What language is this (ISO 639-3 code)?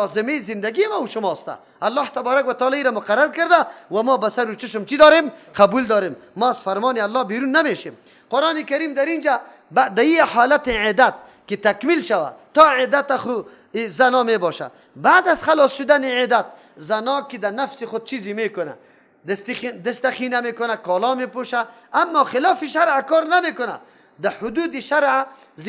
fas